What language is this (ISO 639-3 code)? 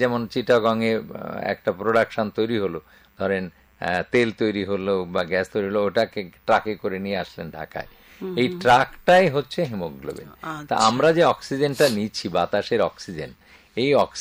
ben